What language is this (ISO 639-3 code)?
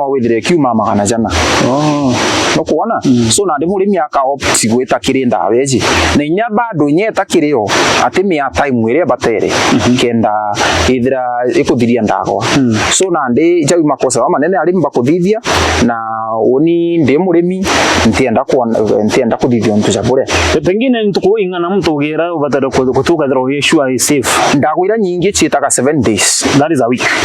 mer